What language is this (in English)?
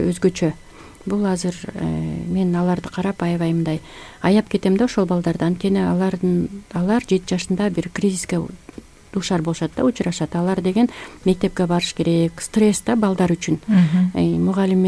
Kyrgyz